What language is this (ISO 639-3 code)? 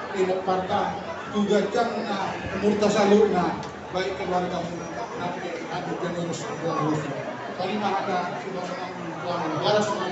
bbc